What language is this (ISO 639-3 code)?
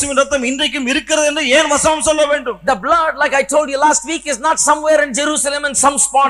tam